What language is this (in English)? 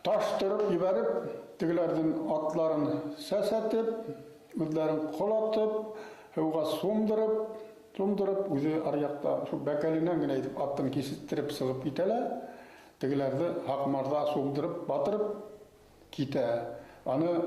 Bashkir